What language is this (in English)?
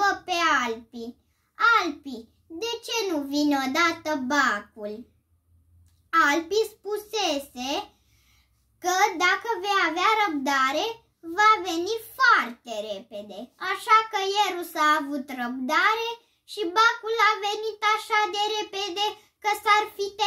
Romanian